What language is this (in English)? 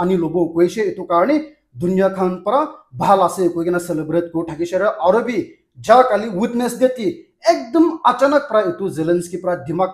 Naga Pidgin